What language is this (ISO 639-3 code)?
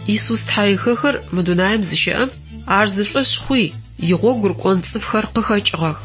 ady